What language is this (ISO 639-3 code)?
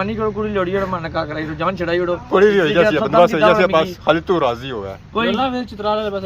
phr